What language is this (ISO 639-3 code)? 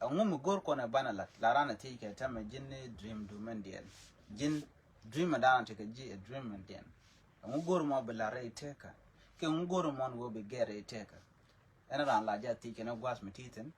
nus